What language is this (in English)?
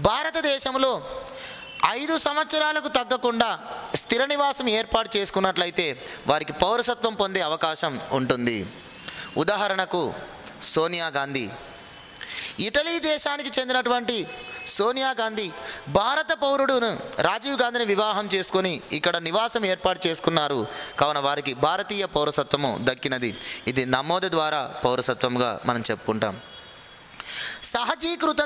Telugu